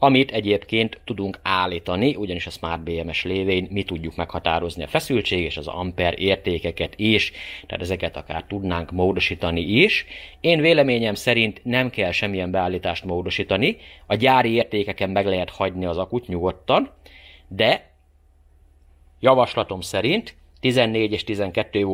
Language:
Hungarian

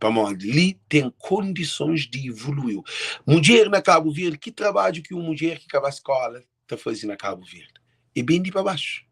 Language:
Kabuverdianu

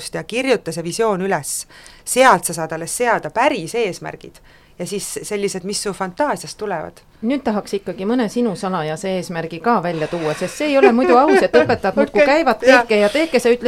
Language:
Estonian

